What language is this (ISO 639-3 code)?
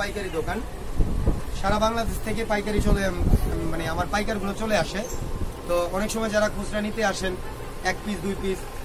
ben